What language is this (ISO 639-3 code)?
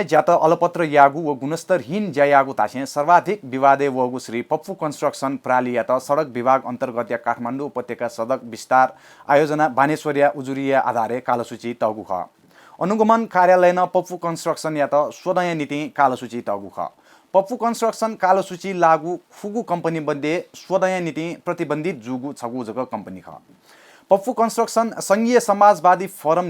new